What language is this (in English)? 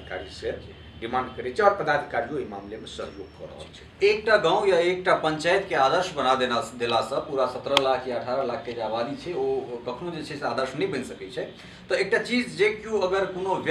Maithili